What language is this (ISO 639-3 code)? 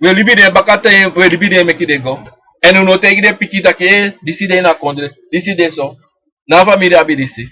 srn